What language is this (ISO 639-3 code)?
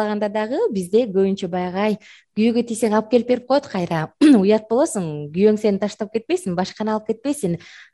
kir